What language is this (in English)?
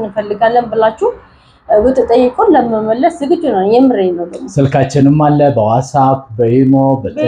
Amharic